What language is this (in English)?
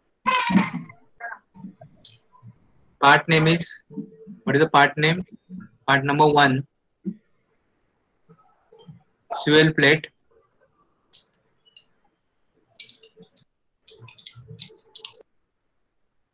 English